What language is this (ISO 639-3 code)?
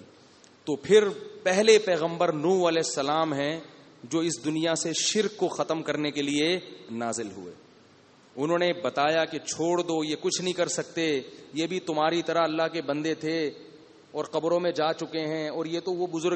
urd